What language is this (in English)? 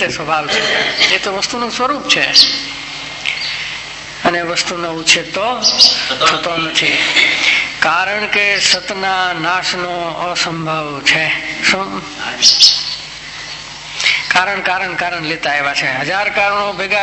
Gujarati